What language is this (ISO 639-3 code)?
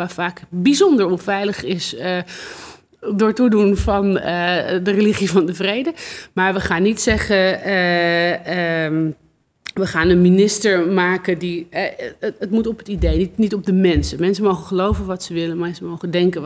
nld